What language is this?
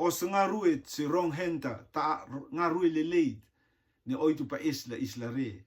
Rotuman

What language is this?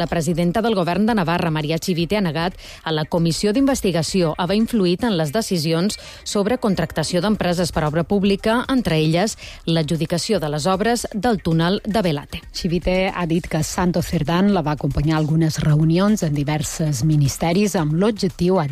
Catalan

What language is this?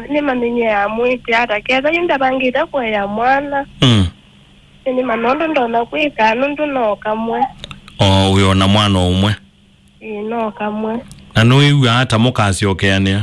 Kamba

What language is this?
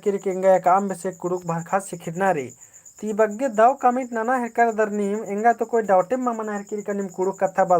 Kurukh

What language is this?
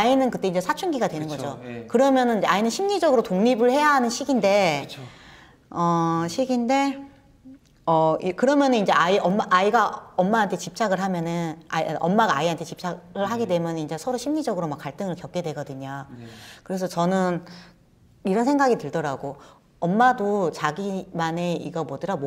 Korean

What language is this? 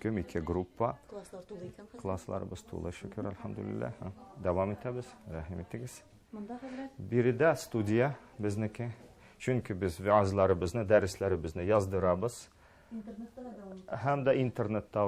Tatar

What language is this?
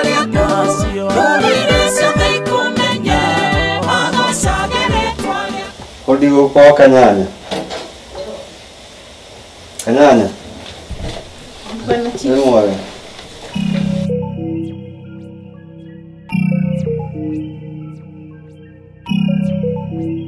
Kikuyu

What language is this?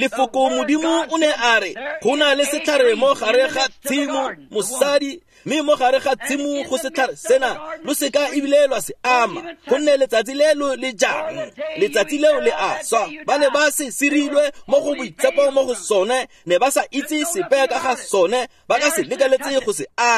Tswana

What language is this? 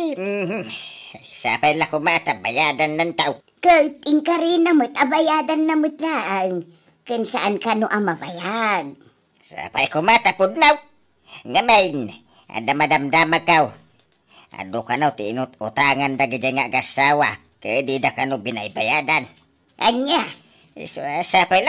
Iloko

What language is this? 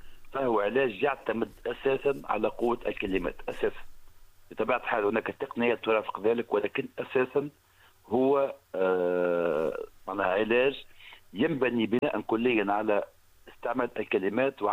Tunisian Arabic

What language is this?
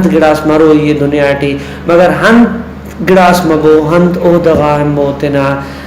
Brahui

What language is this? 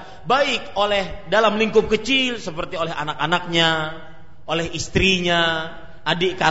Indonesian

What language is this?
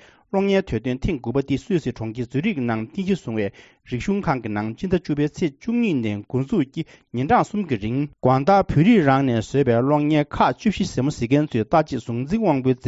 Tibetan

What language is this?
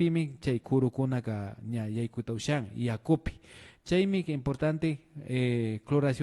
Imbabura Highland Quichua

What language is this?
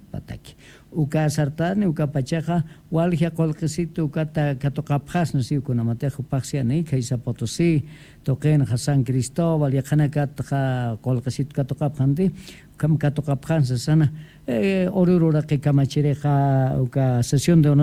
Spanish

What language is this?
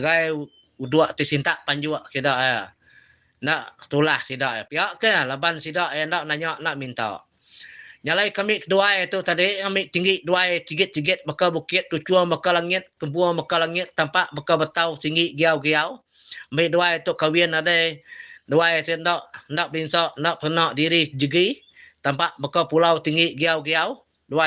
Iban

